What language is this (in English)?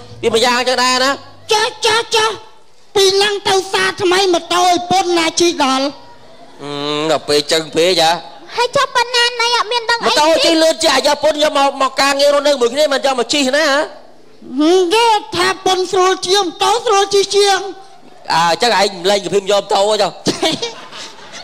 Khmer